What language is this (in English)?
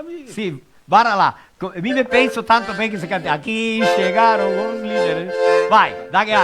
Venetian